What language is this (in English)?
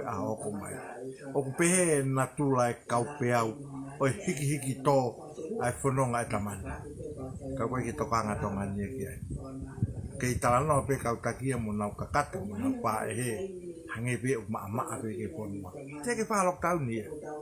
Tongan